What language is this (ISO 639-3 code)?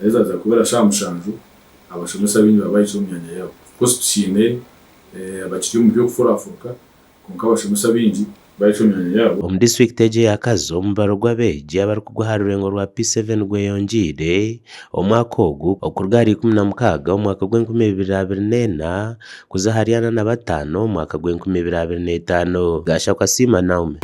nyn